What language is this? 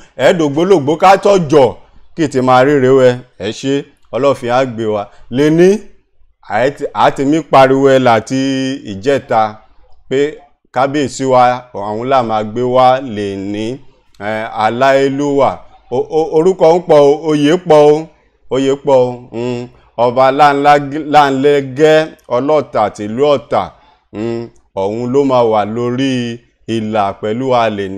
Yoruba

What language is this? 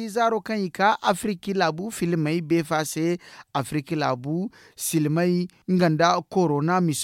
Zarma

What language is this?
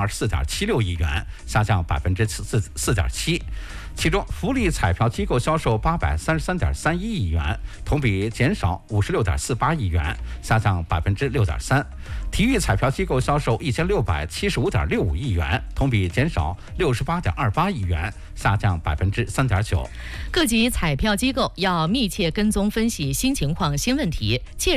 Chinese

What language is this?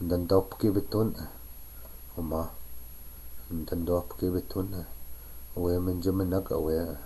Chippewa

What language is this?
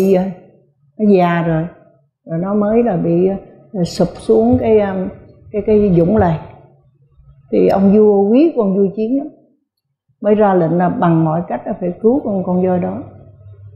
Vietnamese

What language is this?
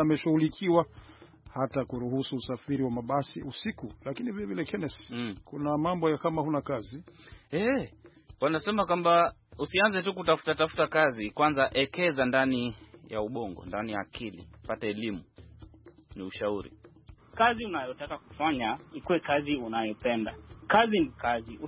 Swahili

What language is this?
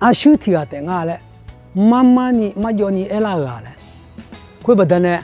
Akha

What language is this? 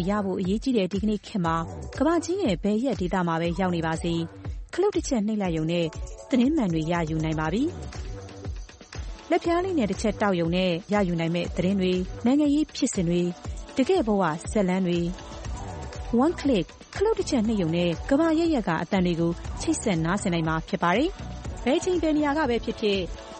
Burmese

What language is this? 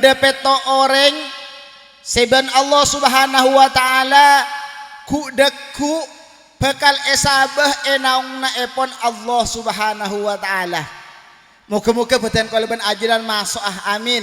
Madurese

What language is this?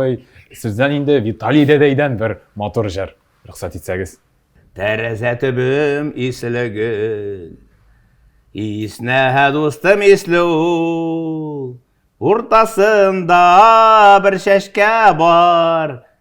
Tatar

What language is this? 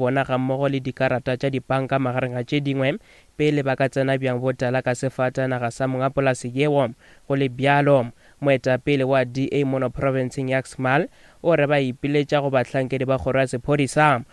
Northern Sotho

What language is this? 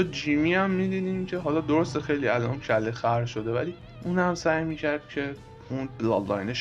Persian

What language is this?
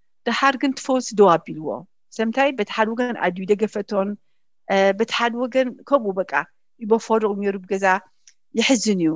Tigrinya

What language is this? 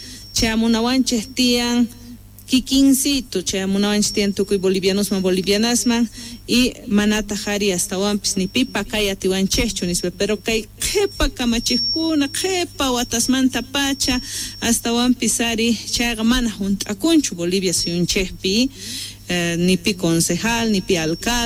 Quechua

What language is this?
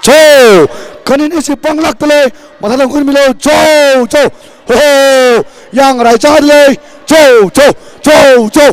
Tangkhul Naga (India)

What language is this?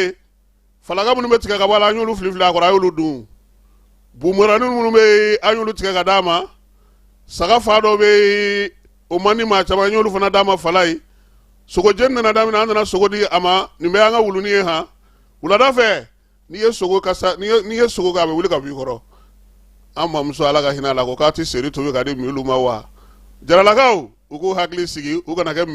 Bambara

